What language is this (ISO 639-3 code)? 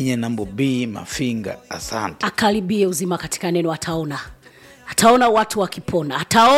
swa